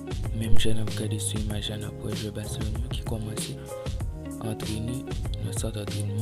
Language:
Haitian Creole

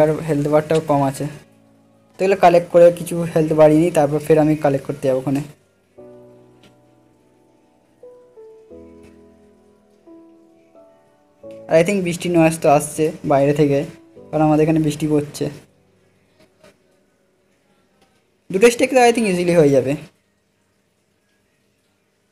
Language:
Bangla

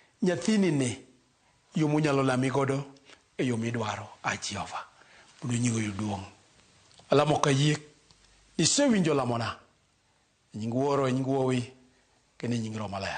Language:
Luo (Kenya and Tanzania)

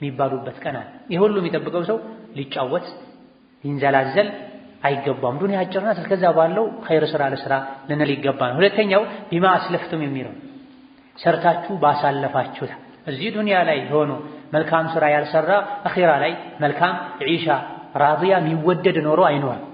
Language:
Amharic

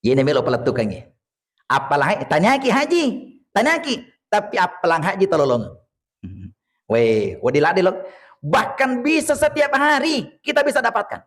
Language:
Buginese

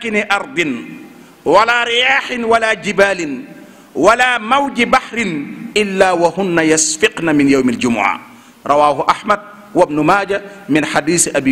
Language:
Wolof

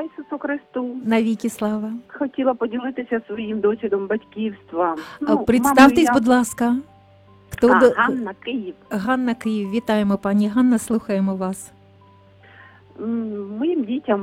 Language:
Ukrainian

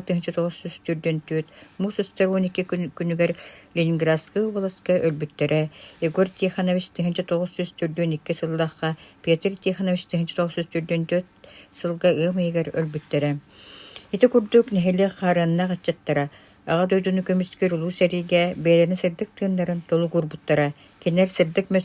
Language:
Yakut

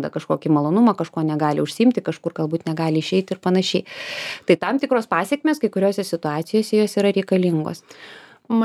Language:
Lithuanian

